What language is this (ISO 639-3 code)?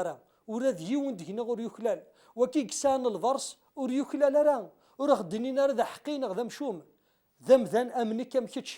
kab